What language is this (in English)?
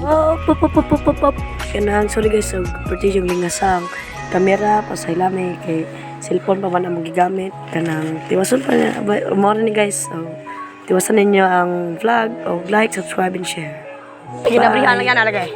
Cebuano